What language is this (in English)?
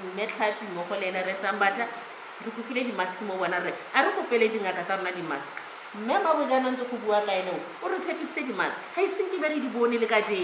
Tswana